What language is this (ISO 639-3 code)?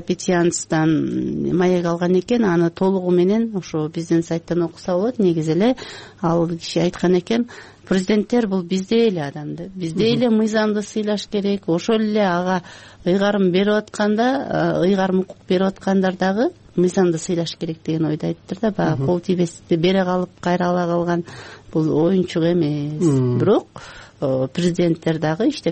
kir